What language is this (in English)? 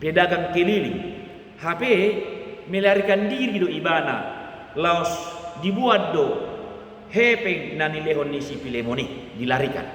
Batak Toba